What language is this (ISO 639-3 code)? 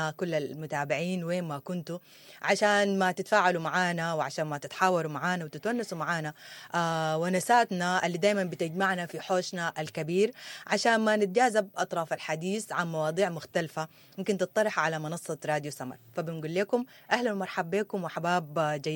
apd